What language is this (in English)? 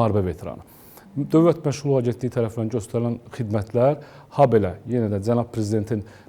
Azerbaijani